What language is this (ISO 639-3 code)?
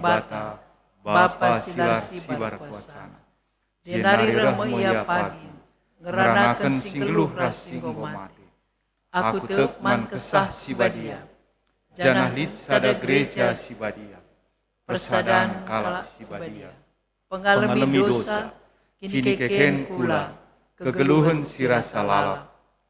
btx